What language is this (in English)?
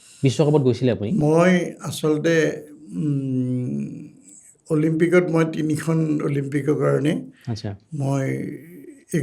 Assamese